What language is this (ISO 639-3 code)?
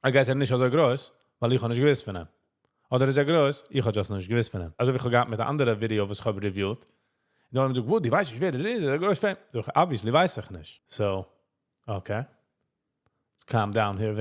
yid